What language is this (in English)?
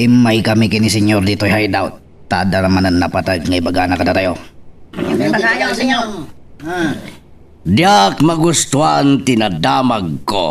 Iloko